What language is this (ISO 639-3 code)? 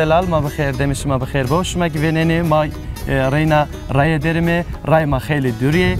zza